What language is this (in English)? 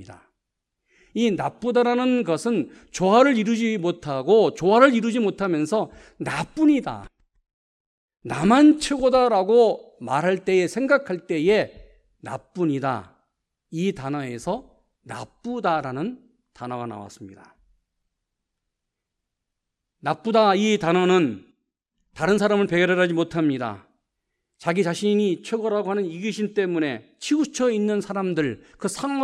Korean